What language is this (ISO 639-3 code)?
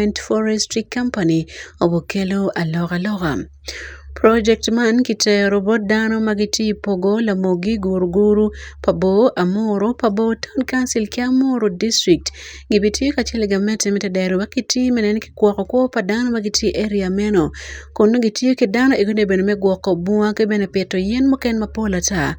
ach